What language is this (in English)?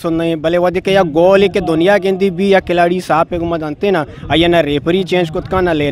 Eastern Balochi